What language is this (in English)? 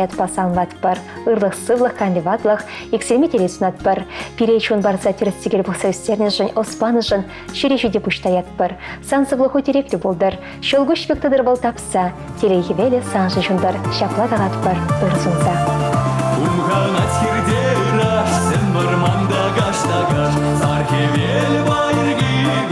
Chuvash